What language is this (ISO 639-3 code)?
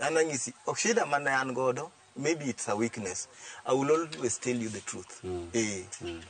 luo